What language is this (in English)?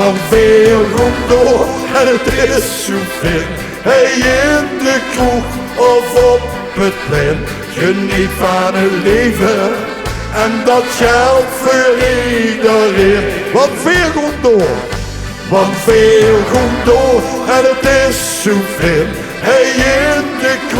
Limburgish